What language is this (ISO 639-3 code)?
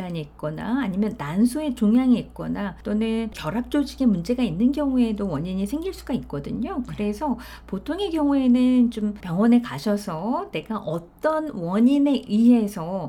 kor